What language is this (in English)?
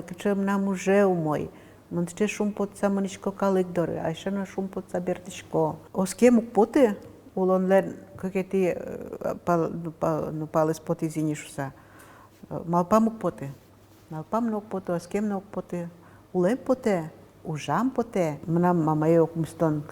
Udmurt